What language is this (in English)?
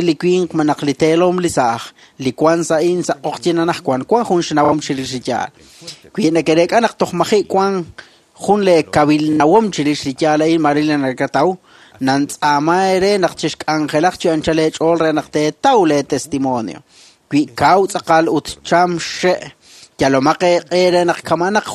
Kekchí